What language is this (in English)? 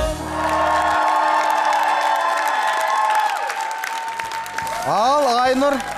Kazakh